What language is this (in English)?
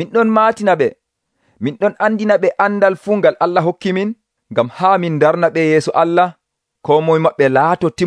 Nigerian Fulfulde